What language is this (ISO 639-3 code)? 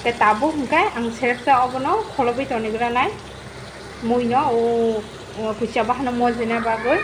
trp